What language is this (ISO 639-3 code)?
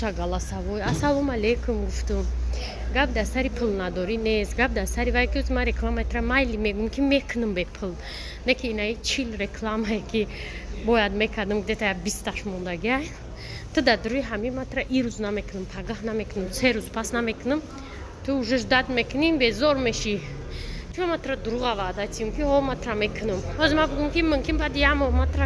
tgk